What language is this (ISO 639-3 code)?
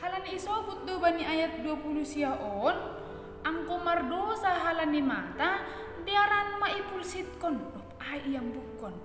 bts